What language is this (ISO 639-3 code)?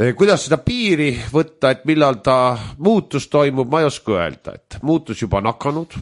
est